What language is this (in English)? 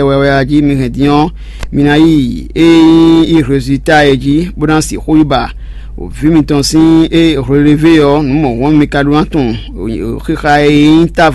Fon